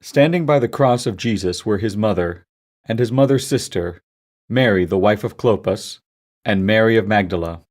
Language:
English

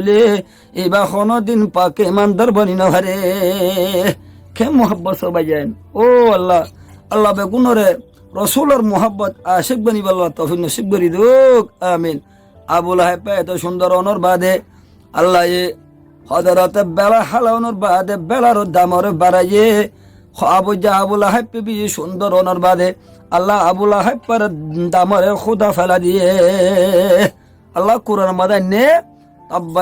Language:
Rohingya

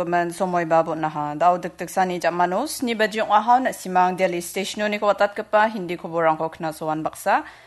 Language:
Garo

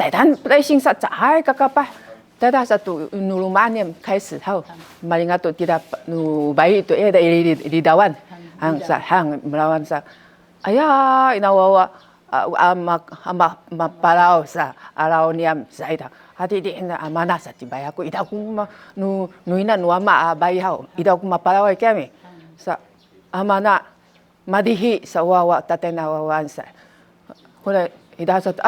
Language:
Sakizaya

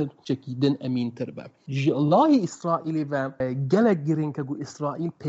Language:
Kurdish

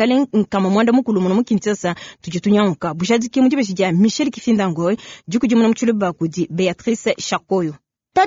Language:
Luba-Lulua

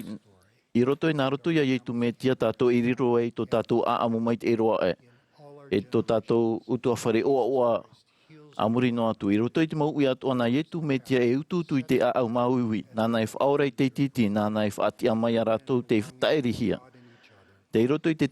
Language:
Tahitian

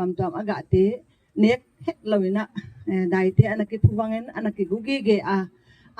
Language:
Gangte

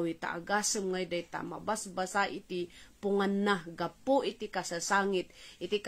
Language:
Iloko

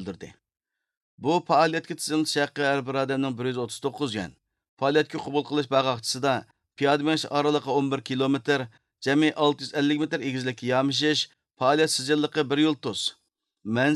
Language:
Uyghur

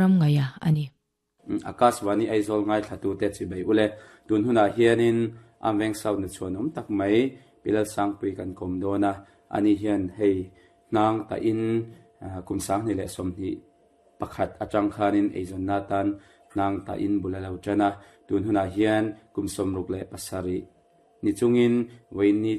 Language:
Mizo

